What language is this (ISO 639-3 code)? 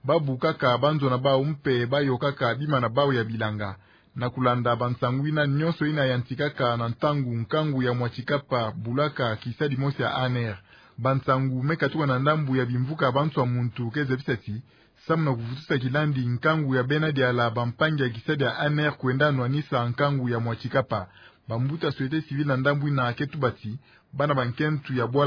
ktu